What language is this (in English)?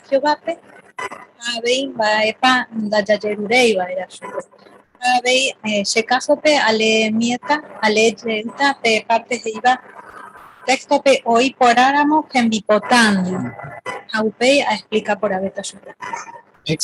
Guarani